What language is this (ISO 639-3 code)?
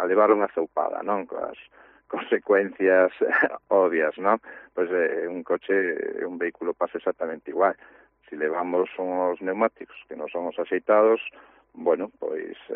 glg